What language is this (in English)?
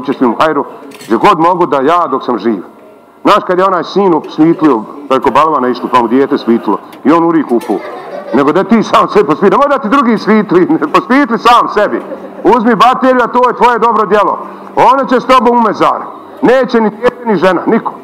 Bosnian